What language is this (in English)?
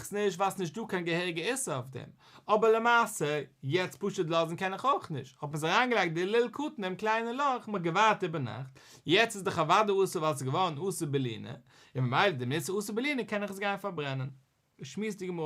Yiddish